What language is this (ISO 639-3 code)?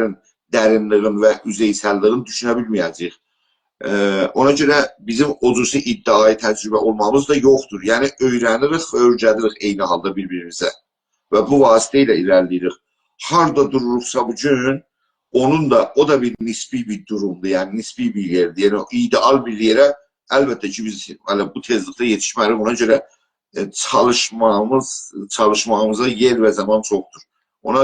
azb